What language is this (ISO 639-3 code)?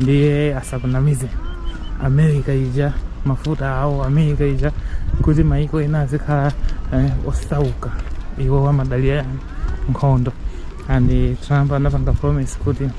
nya